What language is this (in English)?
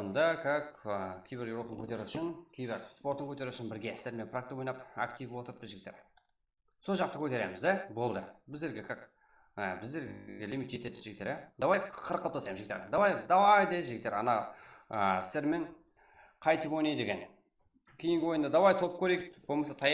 Kara-Kalpak